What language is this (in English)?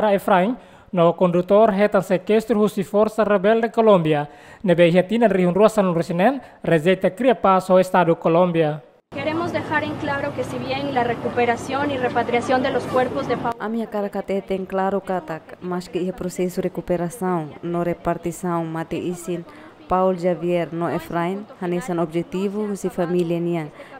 Tetum